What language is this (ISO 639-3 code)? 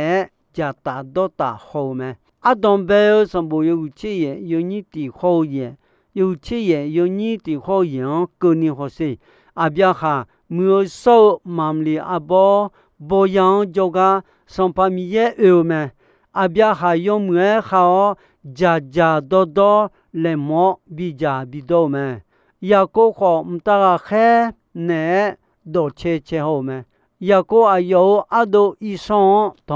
ahk